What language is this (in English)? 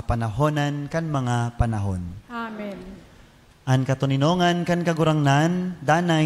Bikol